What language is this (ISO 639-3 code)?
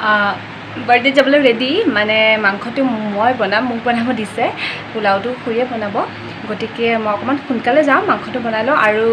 asm